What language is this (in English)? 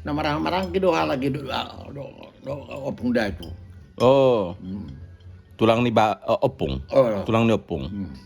Batak Toba